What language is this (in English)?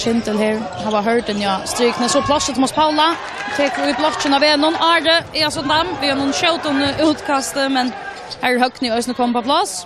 Faroese